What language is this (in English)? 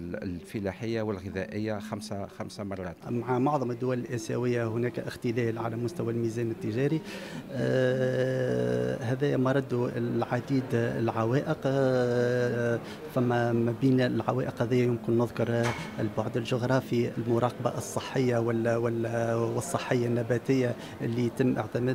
Tunisian Arabic